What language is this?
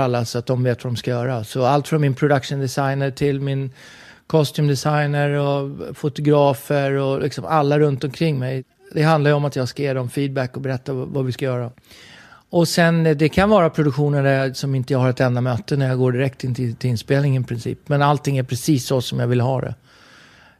Swedish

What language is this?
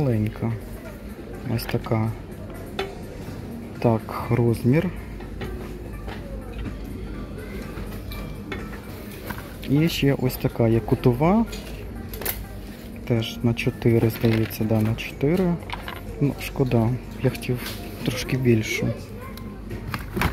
Ukrainian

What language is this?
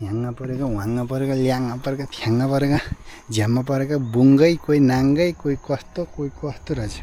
Nepali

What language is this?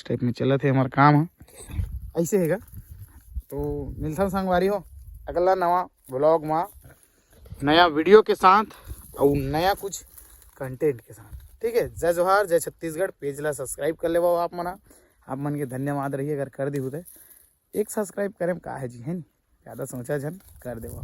Chhattisgarhi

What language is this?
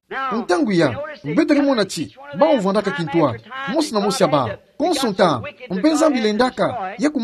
Kituba (Democratic Republic of Congo)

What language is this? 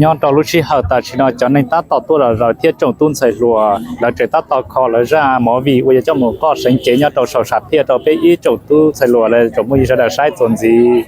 Hmong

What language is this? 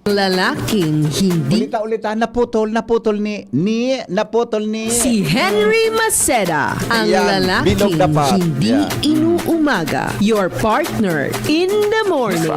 Bikol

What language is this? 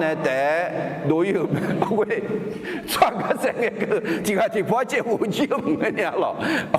Akha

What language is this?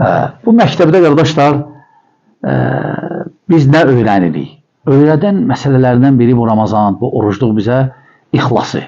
Azerbaijani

